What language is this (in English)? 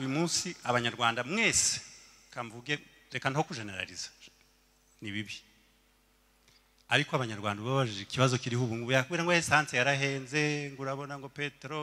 Kinyarwanda